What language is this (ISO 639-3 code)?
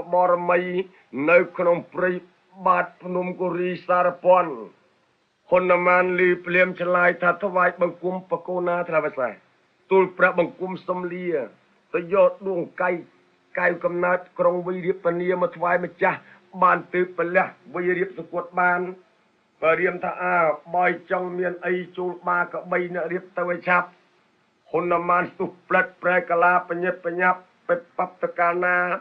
khm